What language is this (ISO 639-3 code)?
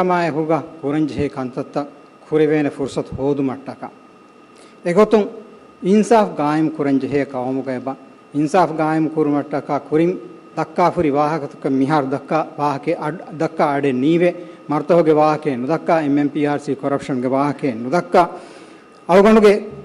div